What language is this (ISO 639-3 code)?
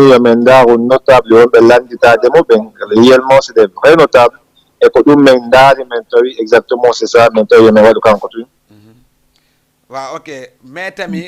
ful